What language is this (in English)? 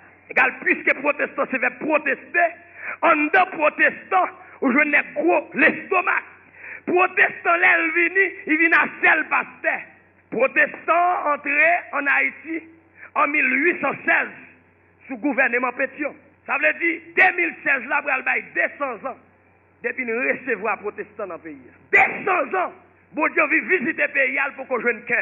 Haitian Creole